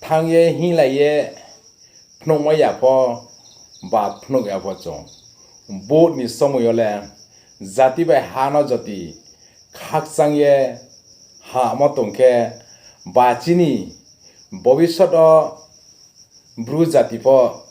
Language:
Riang (India)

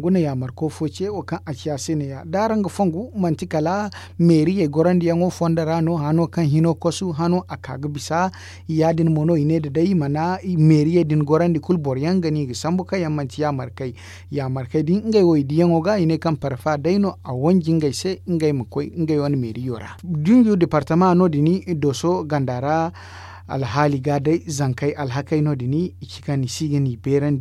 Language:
Zarma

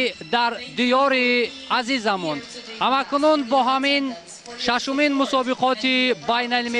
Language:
Tajik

